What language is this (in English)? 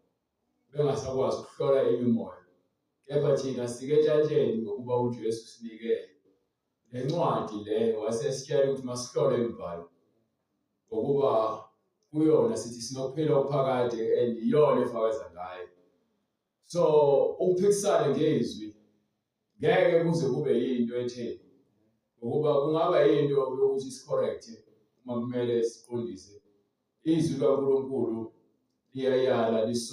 Zulu